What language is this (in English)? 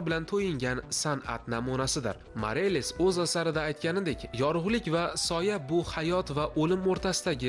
Uzbek